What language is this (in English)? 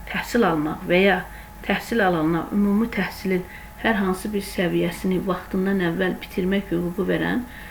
Azerbaijani